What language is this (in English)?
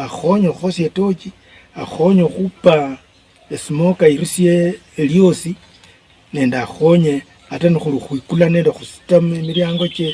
Luyia